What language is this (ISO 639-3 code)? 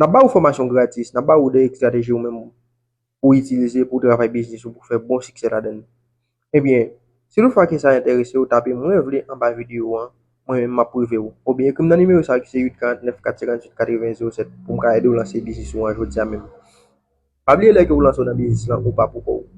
hat